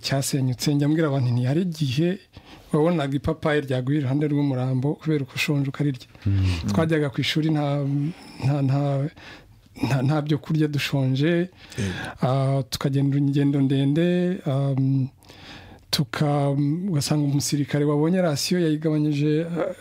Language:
Kinyarwanda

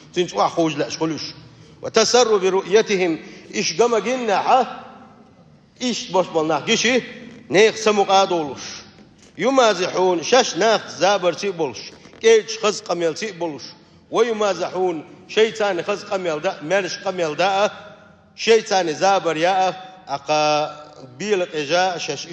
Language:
Chechen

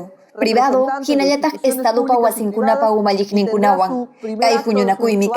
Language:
Ayacucho Quechua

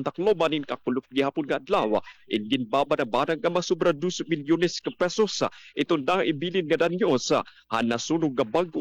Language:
Waray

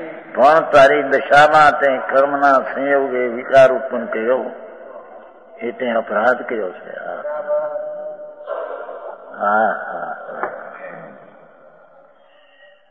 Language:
Gujarati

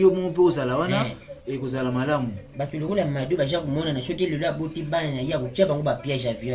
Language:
Lingala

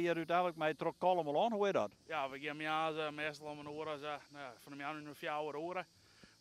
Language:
Western Frisian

